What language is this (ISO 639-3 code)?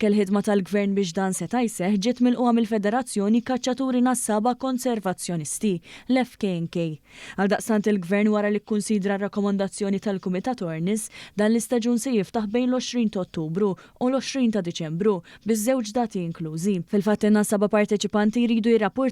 mlt